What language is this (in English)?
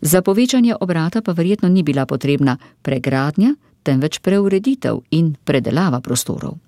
Slovenian